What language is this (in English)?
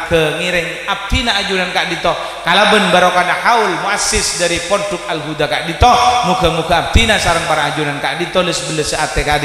Madurese